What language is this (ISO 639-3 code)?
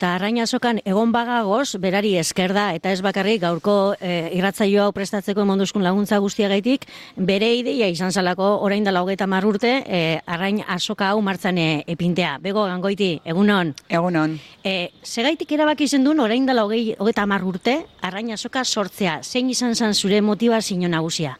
eus